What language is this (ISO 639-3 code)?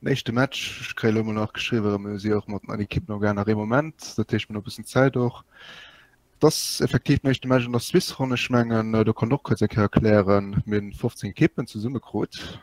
ltz